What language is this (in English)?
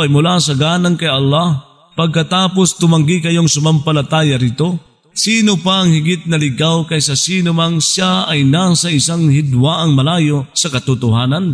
Filipino